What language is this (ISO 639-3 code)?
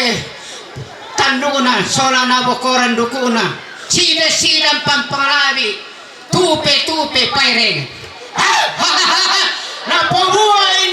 sda